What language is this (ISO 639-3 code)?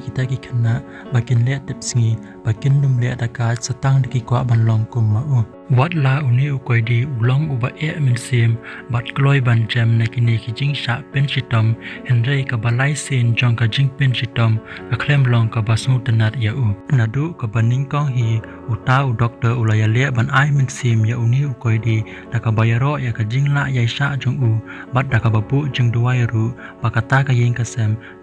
kha